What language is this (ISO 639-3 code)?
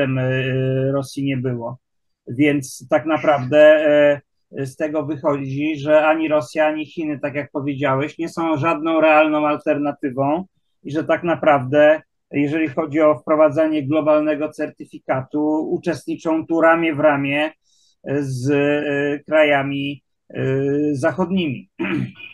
pol